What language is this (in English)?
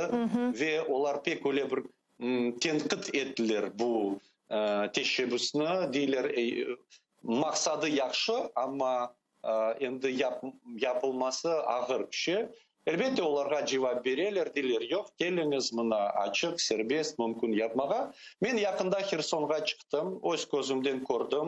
Crimean Tatar